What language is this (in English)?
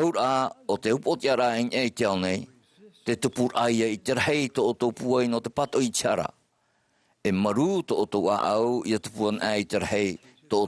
Tahitian